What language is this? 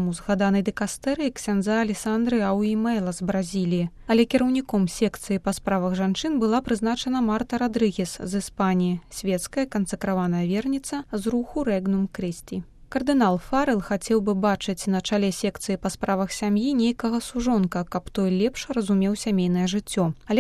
Belarusian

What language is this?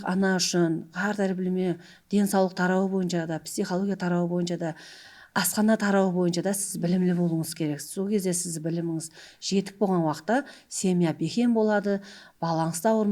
Kara-Kalpak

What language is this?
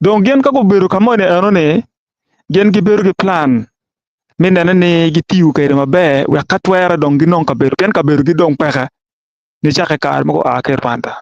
Acoli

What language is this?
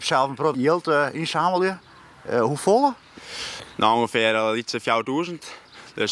Western Frisian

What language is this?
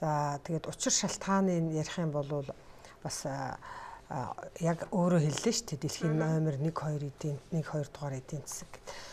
Mongolian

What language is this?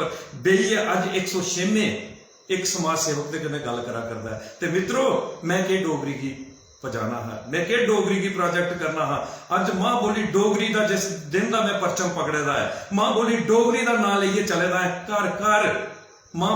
Dogri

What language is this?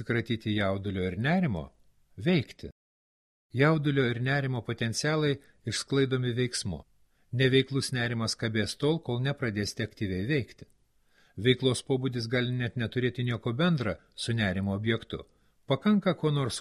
Lithuanian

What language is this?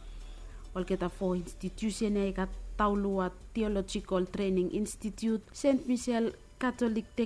Bislama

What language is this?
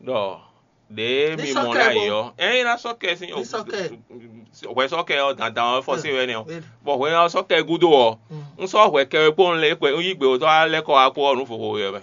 Fon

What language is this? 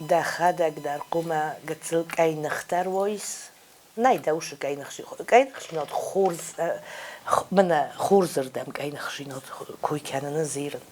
Ossetic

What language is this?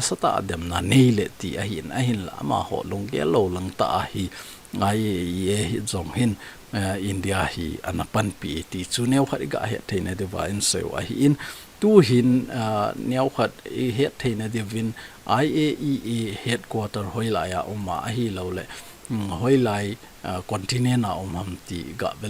Thado Chin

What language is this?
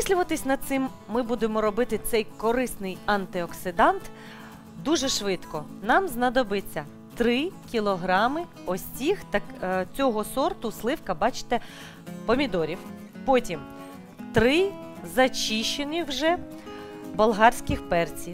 Ukrainian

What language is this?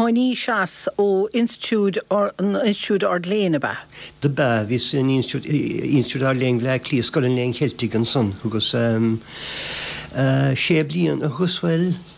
Irish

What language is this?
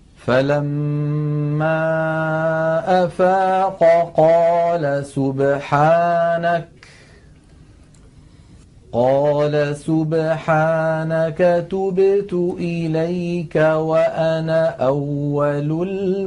Arabic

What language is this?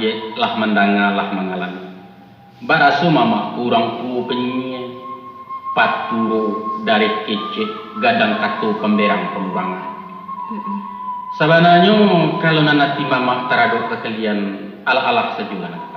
Minangkabau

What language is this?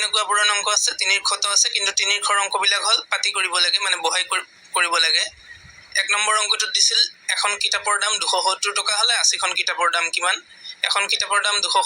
Assamese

